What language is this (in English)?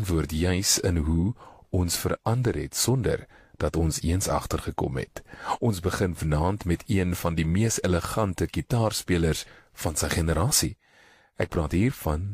Afrikaans